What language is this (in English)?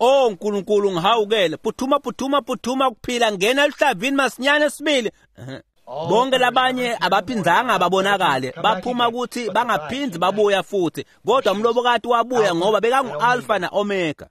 Swati